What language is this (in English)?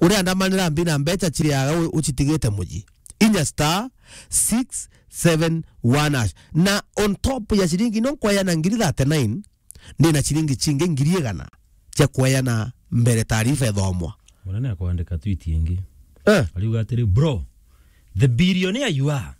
Meru